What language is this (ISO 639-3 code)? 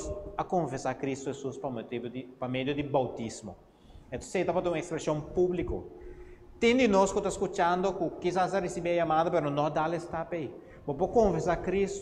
pap